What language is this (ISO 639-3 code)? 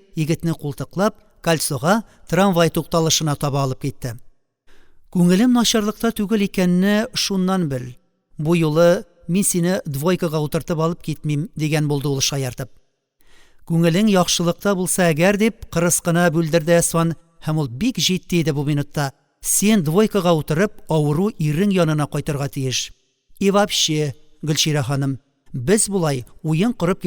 tat